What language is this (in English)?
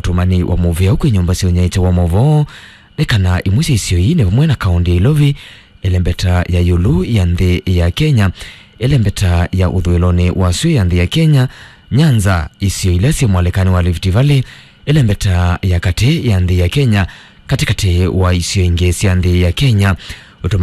Kamba